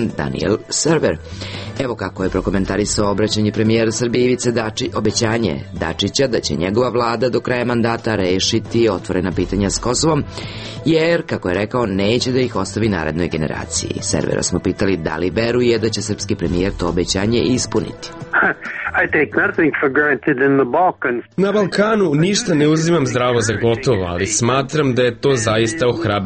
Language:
Serbian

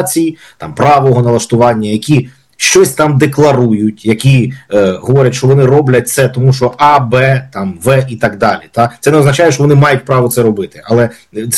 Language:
Ukrainian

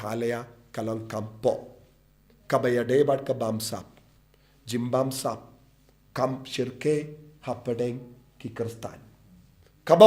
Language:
Khasi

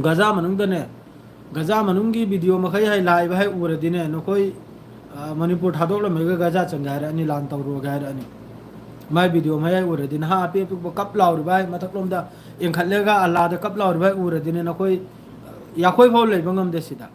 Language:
Manipuri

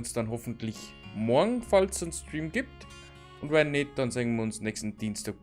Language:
Bavarian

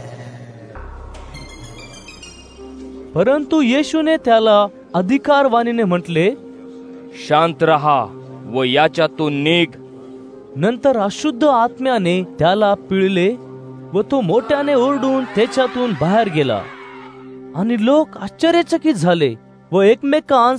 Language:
Marathi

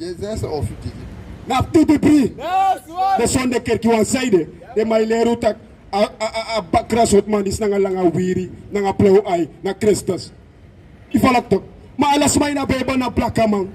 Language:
Sranan Tongo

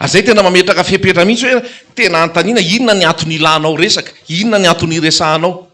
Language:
Malagasy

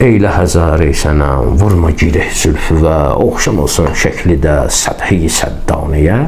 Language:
Azerbaijani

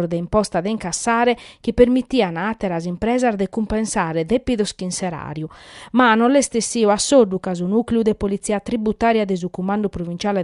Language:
Sardinian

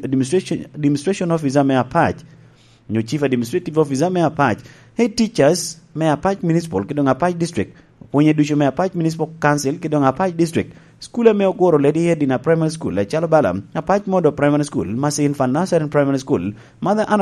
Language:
Lango (Uganda)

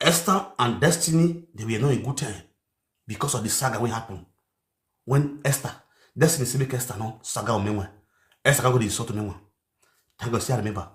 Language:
Nigerian Pidgin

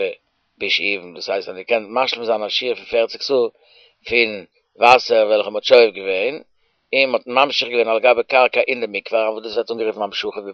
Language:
Yiddish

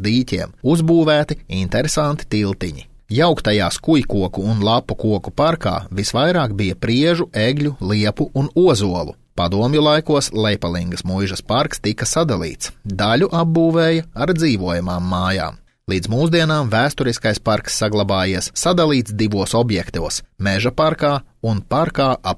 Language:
Latvian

